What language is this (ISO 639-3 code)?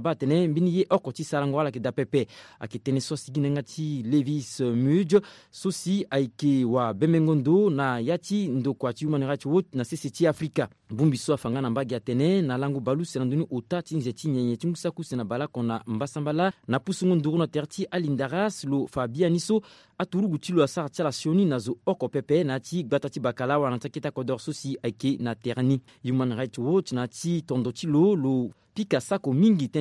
sag